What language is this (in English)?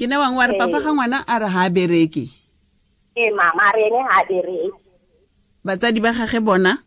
Tswana